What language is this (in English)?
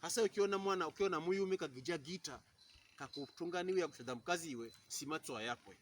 Pokomo